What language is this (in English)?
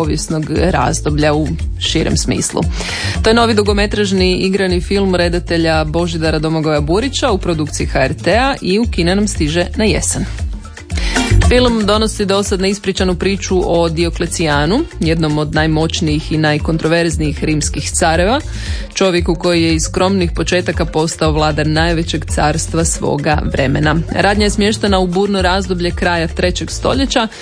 Croatian